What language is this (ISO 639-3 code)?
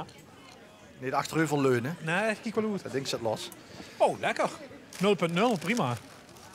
lim